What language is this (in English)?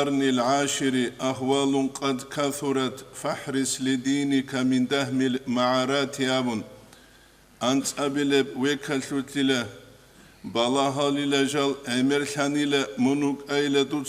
Avaric